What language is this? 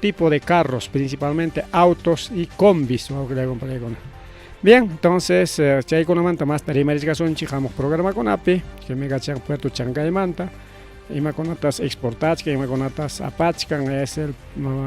Ayacucho Quechua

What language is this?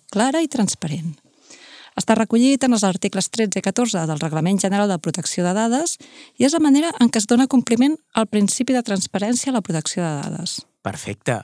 Catalan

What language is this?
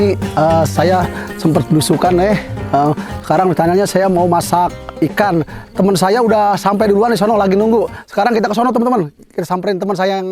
Betawi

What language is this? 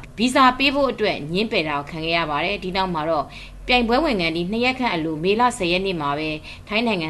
Burmese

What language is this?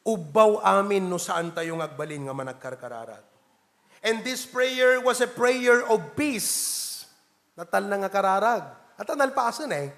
Iloko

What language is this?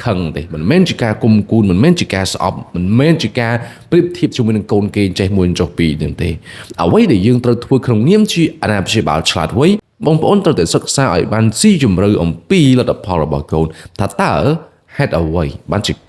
Khmer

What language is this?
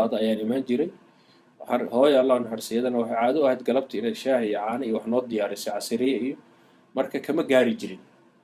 Somali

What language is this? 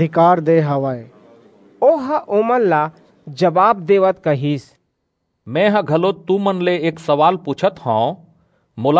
Chhattisgarhi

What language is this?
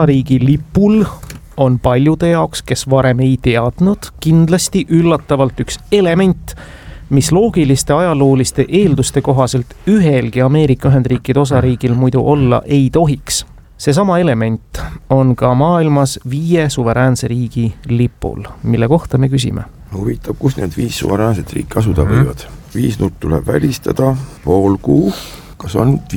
Estonian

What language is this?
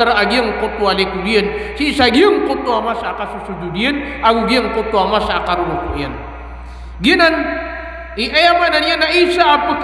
Maranao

